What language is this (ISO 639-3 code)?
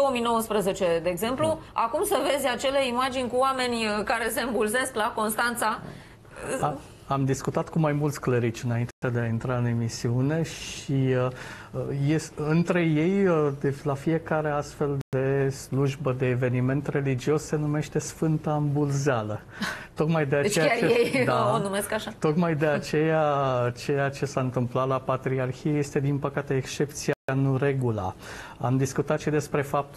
ron